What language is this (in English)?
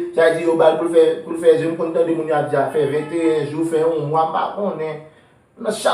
Haitian Creole